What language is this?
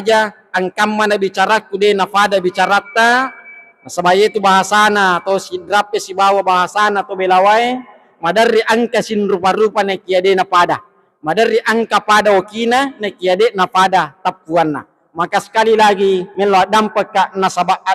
Buginese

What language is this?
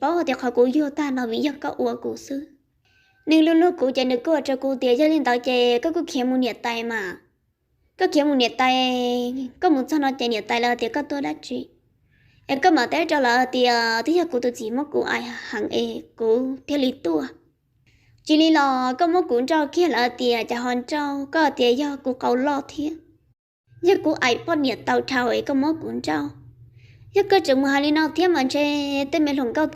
Hmong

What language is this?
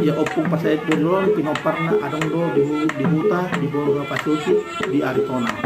Batak Toba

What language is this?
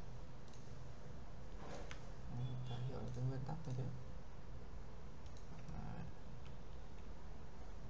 Vietnamese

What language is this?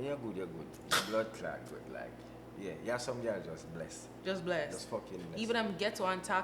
Jamaican Creole English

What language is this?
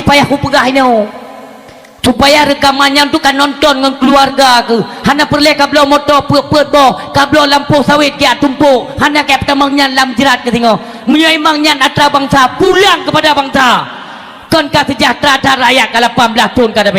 Achinese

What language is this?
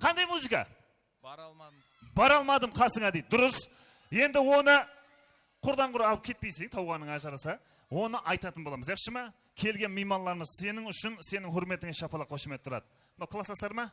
Kara-Kalpak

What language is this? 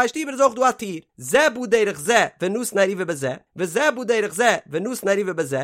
Yiddish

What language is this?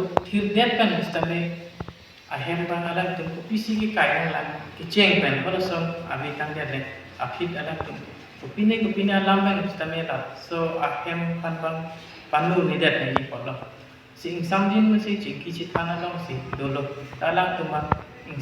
Karbi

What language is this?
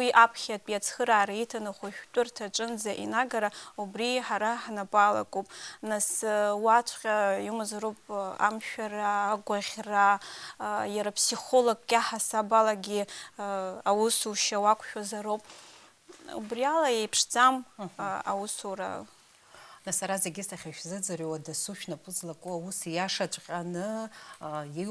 Abkhazian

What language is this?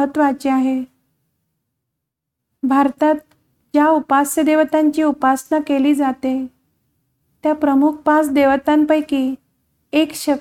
Marathi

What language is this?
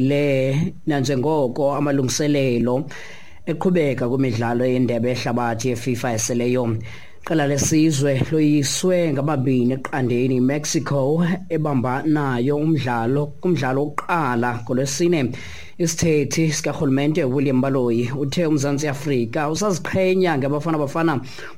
Xhosa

